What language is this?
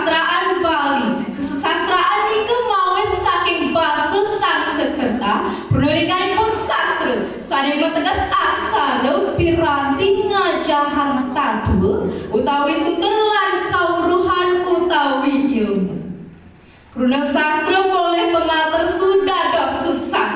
Balinese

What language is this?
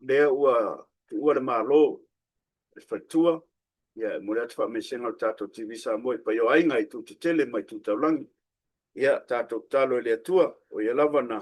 Samoan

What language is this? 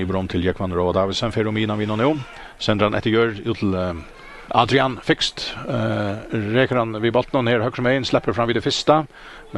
Faroese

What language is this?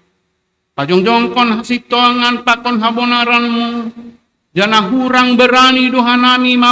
Batak Simalungun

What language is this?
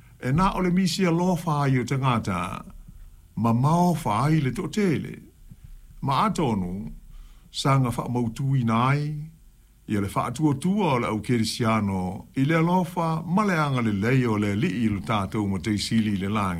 Samoan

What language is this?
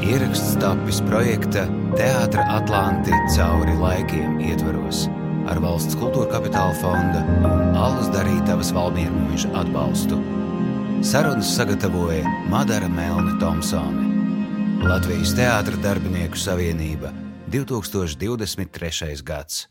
Latvian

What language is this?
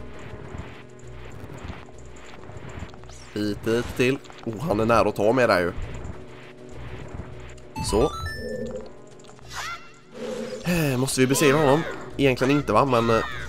Swedish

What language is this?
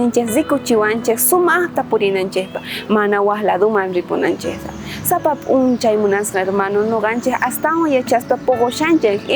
South Bolivian Quechua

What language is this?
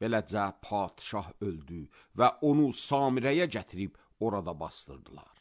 Azerbaijani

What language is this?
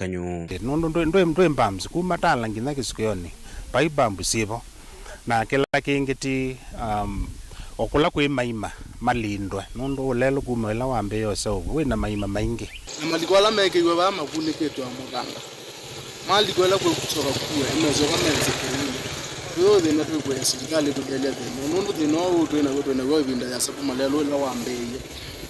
Kamba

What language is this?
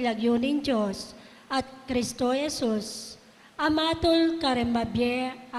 Pampanga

